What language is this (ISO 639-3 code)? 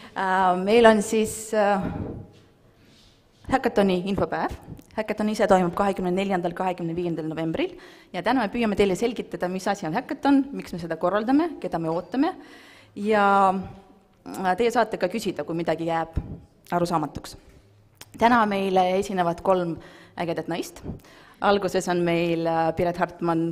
est